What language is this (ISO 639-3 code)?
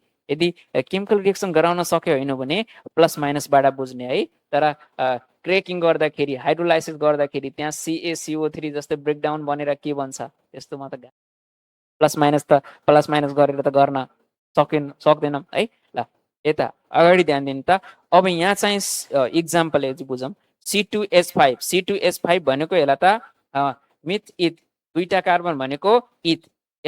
nep